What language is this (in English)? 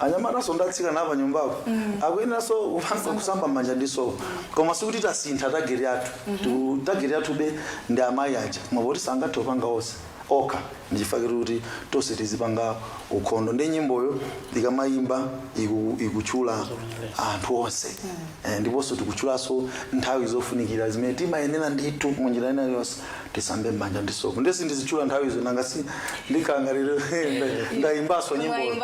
Nyanja